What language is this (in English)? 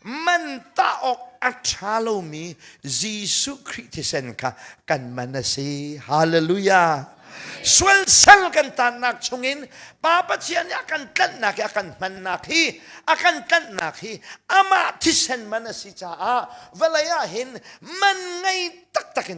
Hakha Chin